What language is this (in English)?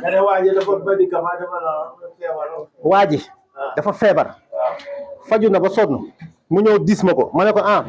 Wolof